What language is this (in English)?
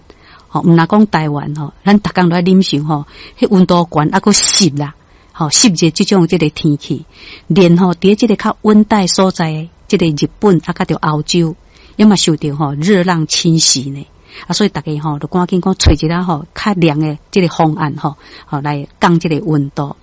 Min Nan Chinese